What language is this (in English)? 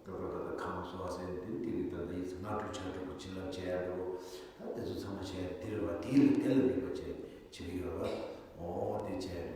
Tibetan